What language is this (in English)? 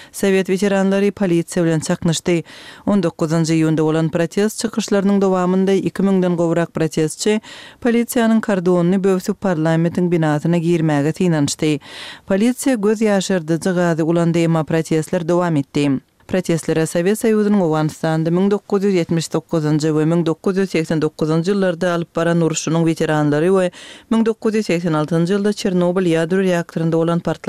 Turkmen